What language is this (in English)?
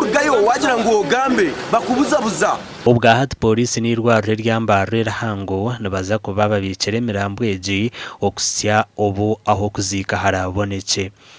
Nyankole